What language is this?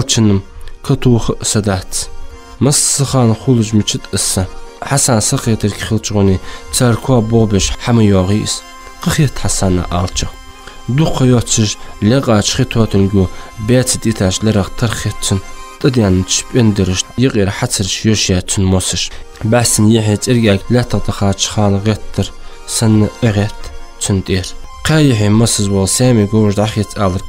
Ingush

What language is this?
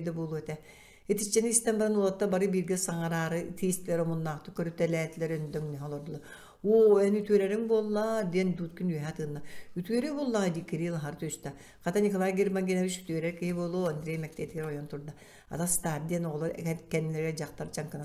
Yakut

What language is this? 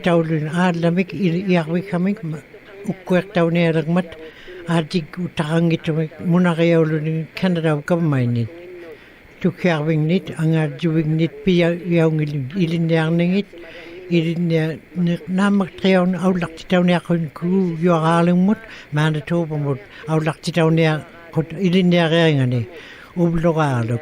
Western Canadian Inuktitut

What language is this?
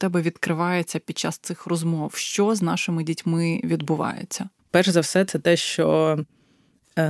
Ukrainian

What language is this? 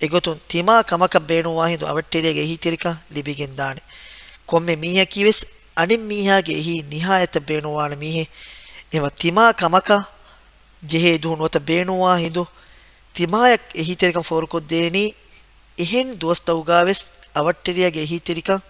Divehi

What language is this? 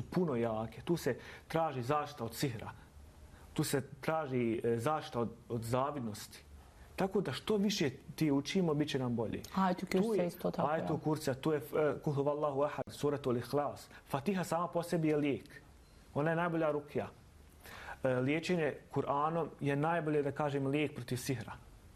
Bosnian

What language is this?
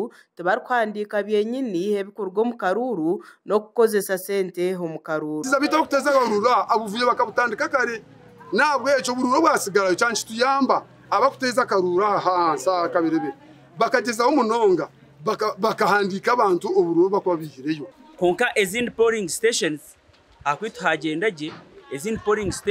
Nyankole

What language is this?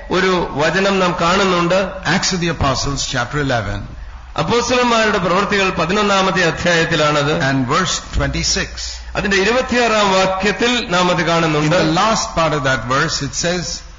Malayalam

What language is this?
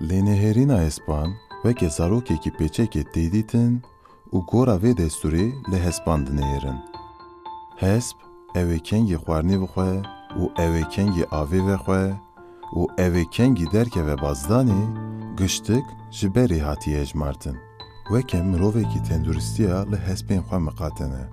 Kurdish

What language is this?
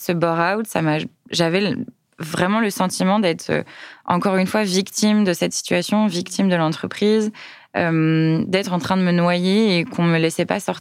French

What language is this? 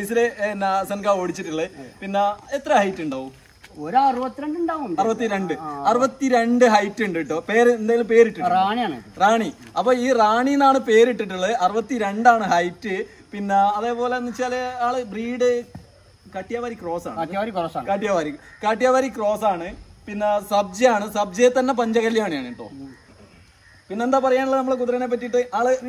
Malayalam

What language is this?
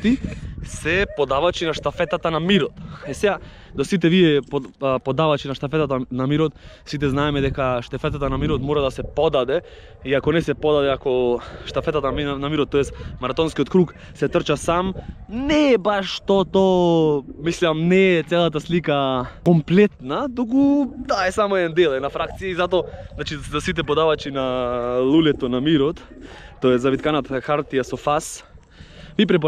Macedonian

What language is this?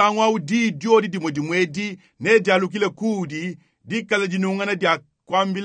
Luba-Lulua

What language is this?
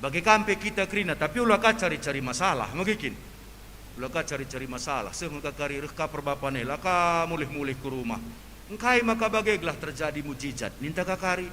Batak Karo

